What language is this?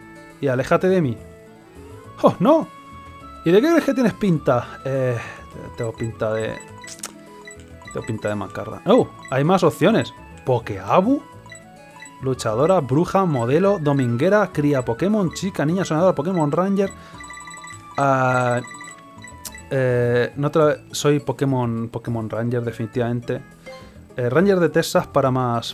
Spanish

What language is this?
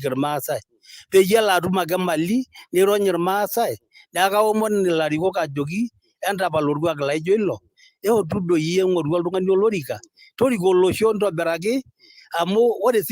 Masai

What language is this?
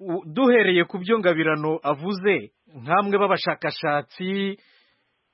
Kinyarwanda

